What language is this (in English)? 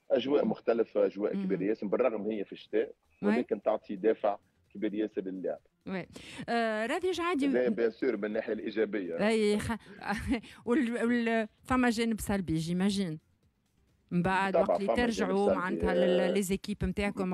Tunisian Arabic